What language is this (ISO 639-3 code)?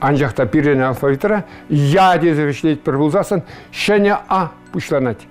chv